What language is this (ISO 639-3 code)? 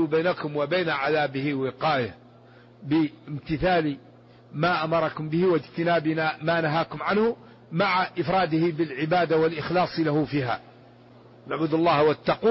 ara